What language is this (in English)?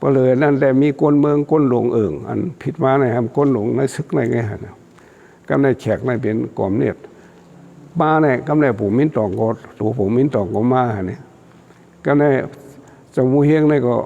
Shan